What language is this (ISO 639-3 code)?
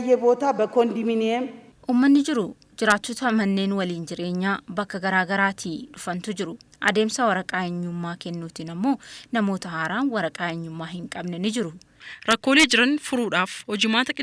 orm